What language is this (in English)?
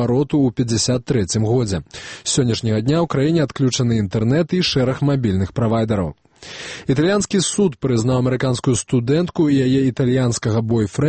Belarusian